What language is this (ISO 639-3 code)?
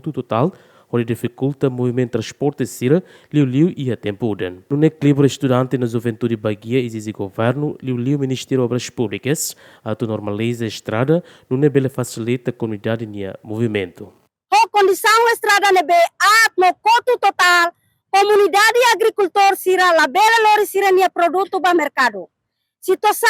tet